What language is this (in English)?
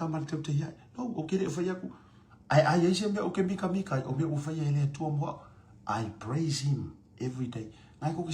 Samoan